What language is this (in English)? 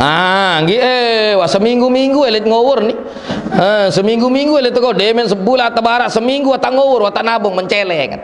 Sasak